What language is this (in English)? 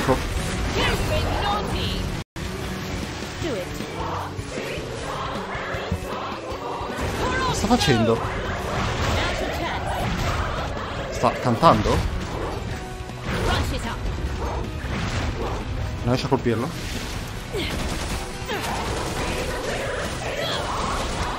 Italian